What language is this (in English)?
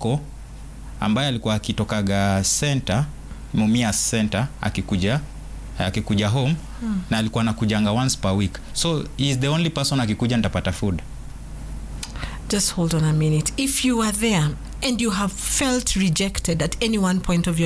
Swahili